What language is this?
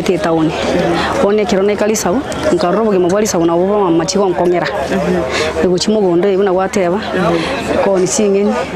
Gusii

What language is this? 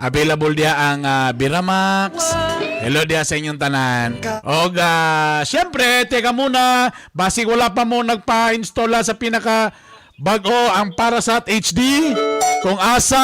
Cebuano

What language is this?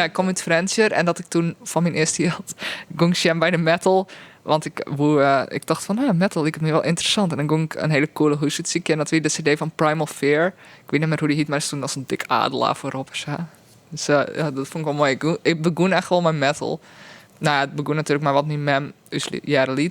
Western Frisian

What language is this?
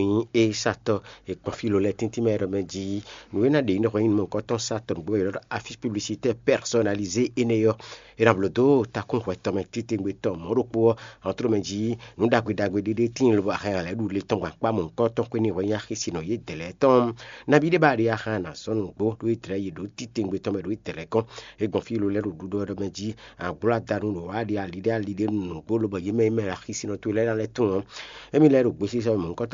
Fon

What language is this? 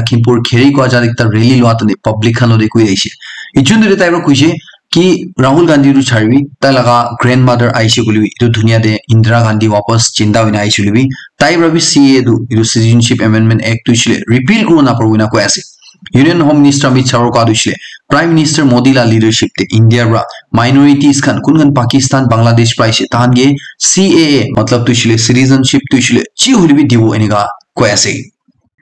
Naga Pidgin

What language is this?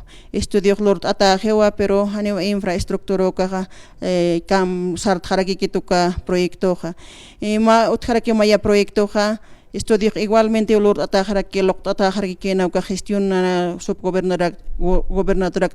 Aymara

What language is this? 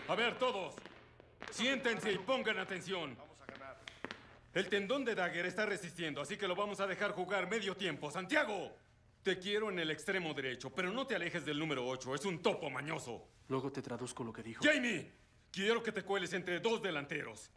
Spanish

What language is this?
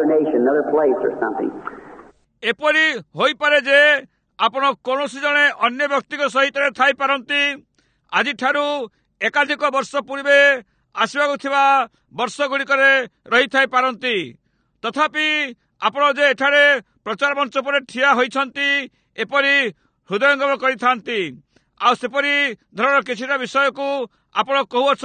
Odia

